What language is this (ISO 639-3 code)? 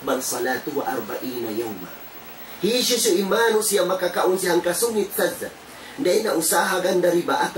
tsg